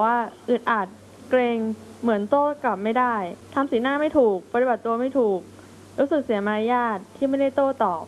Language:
Thai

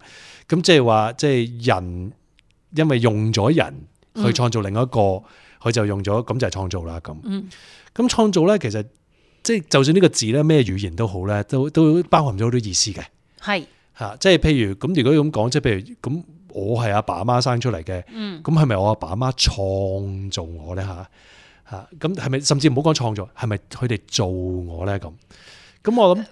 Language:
Cantonese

